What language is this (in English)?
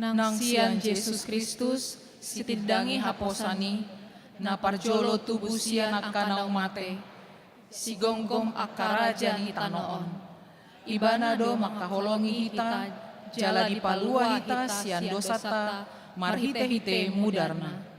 Batak Toba